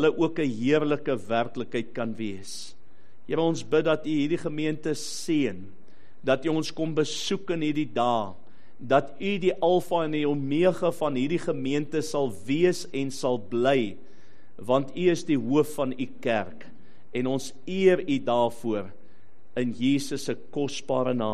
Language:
Afrikaans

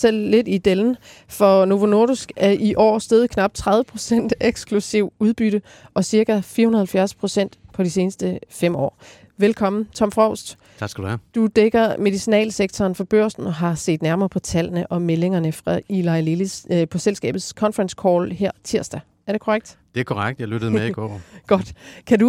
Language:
Danish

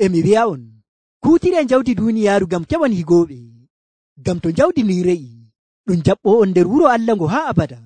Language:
Nigerian Fulfulde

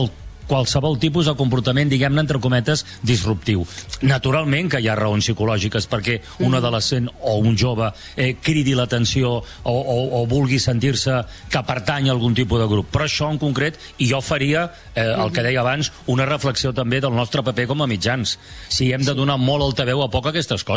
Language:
Catalan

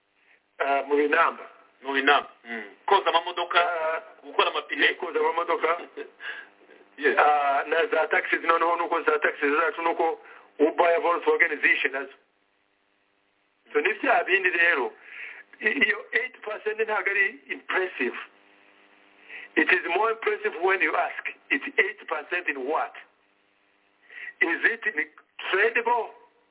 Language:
Kinyarwanda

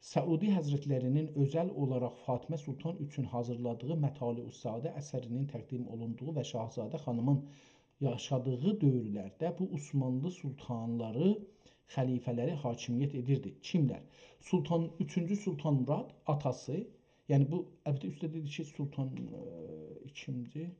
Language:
South Azerbaijani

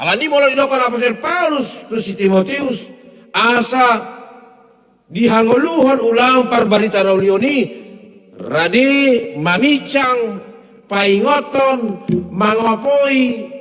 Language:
Batak Toba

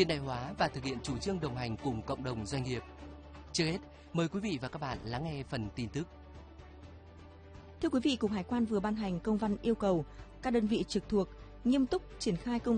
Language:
Vietnamese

